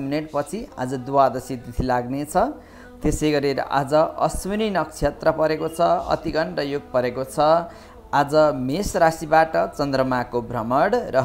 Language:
Nepali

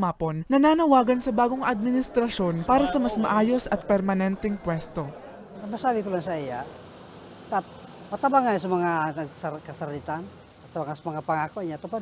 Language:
Bikol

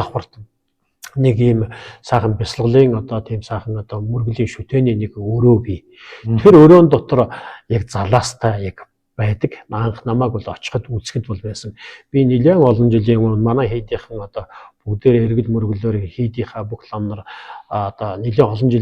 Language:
Mongolian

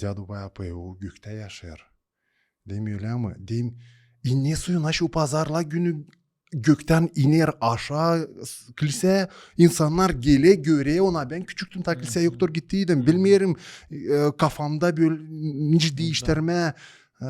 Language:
Gagauz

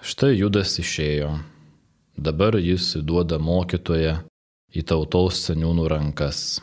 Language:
Lithuanian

